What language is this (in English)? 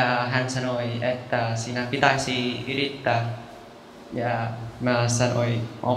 Finnish